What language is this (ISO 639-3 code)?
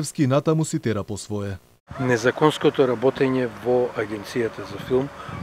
mkd